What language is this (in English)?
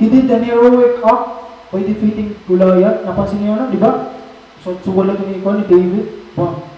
Waray